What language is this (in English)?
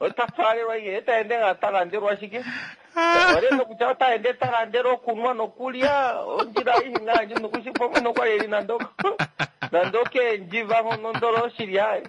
Kuanyama